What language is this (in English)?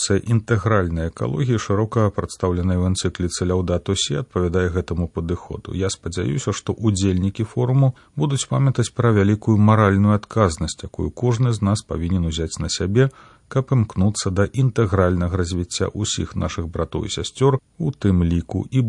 Belarusian